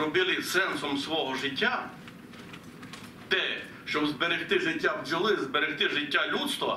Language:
Ukrainian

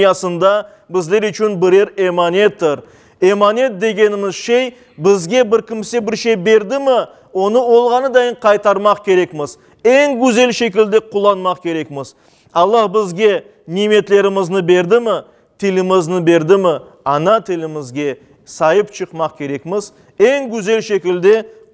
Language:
Crimean Tatar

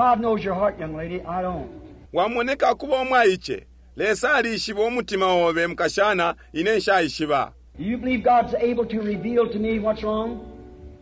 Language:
Bemba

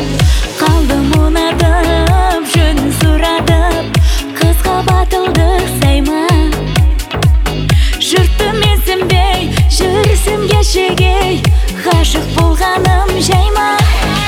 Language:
Kazakh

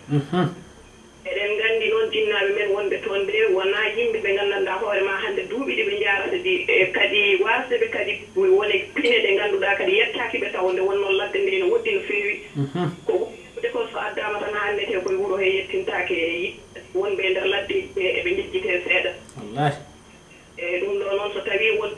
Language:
Fula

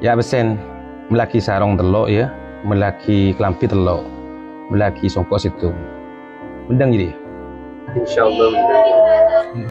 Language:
Madurese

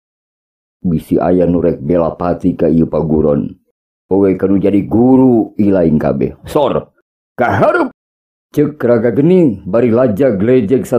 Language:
Sundanese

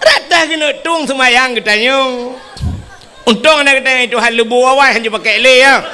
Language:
Achinese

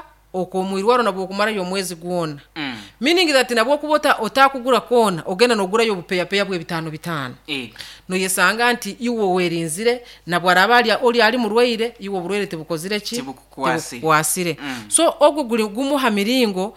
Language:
Nyankole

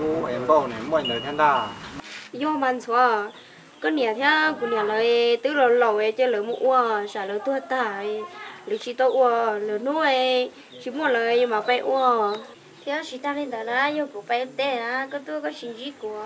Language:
Hmong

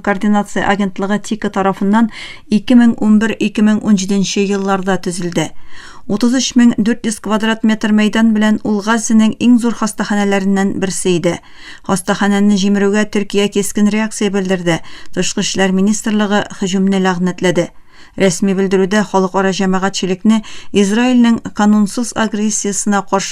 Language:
Tatar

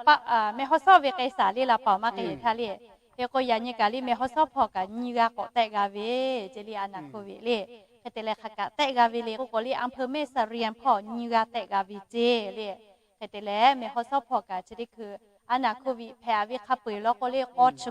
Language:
Lahu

